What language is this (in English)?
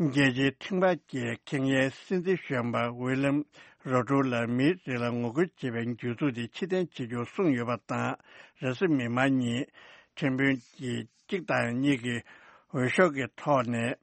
Tibetan